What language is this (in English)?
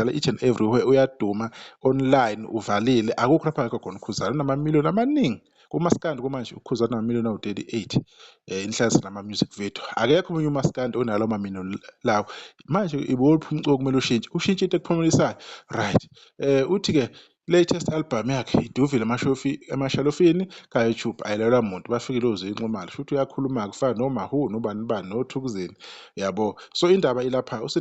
Zulu